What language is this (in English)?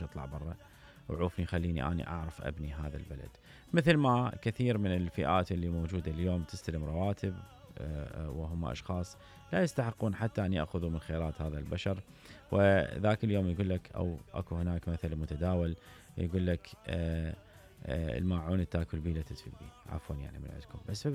Mesopotamian Arabic